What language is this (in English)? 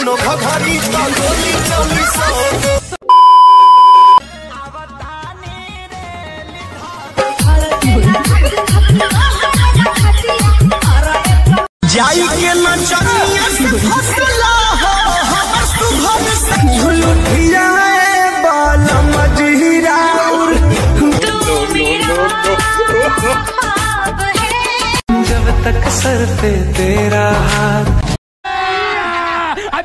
Bhojpuri